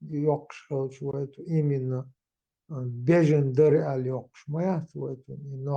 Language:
Chechen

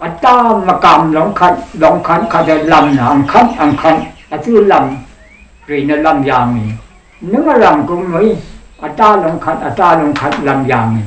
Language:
Rawang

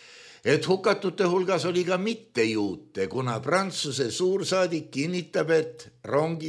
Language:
Estonian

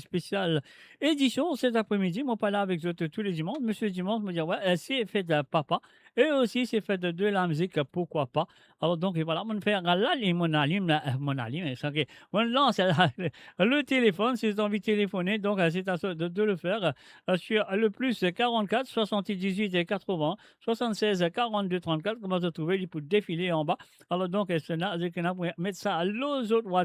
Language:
Morisyen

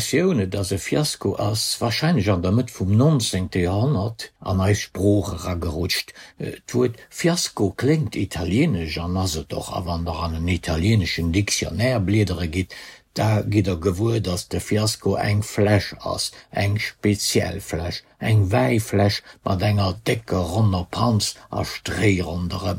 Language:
Luxembourgish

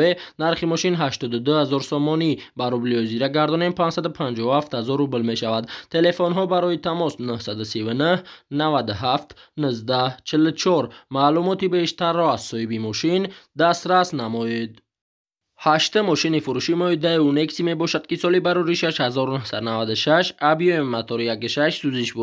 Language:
Tajik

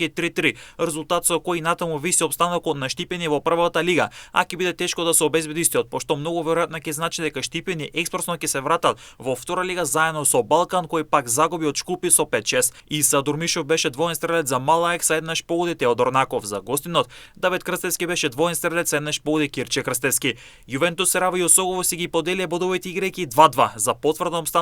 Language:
Macedonian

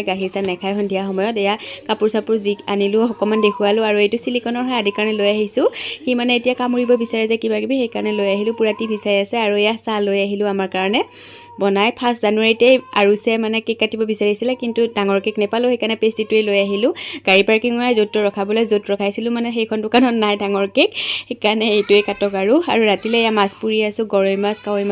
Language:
Assamese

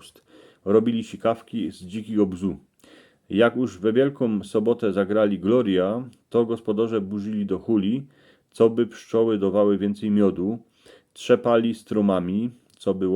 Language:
Silesian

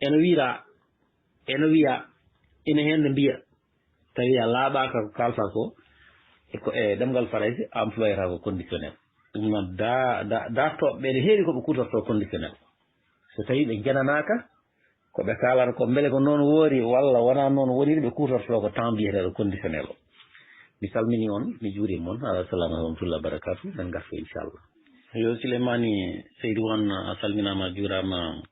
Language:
Fula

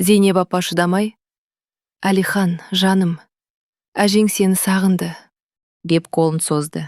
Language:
Kazakh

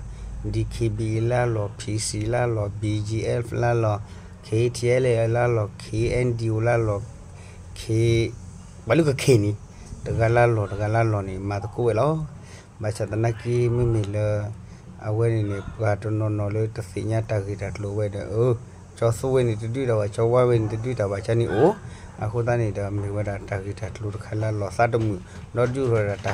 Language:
S'gaw Karen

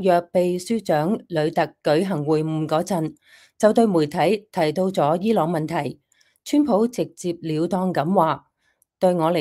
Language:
Cantonese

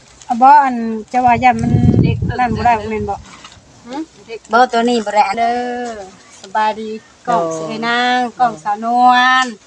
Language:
Northeastern Thai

